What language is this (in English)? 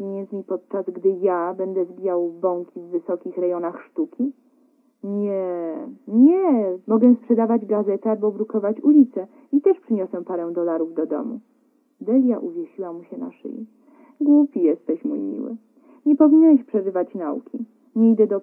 Polish